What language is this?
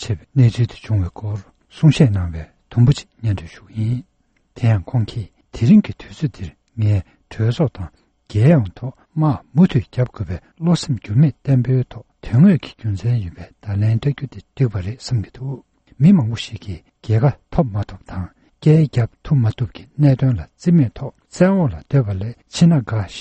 Tibetan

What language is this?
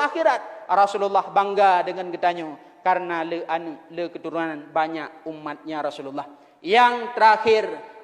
Achinese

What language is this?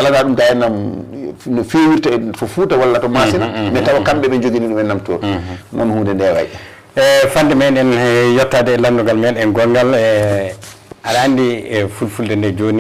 Fula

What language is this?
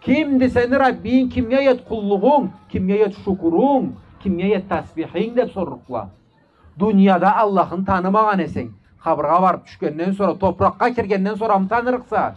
Karachay-Balkar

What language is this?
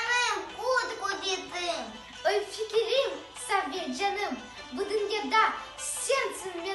Crimean Tatar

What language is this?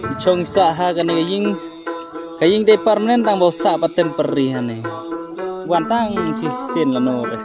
Khasi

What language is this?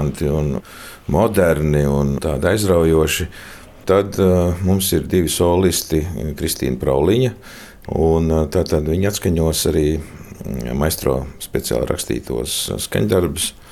Latvian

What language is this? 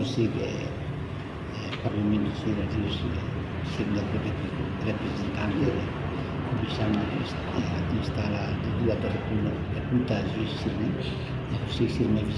Tetum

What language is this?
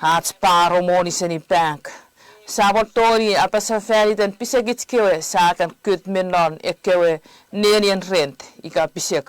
Chuukese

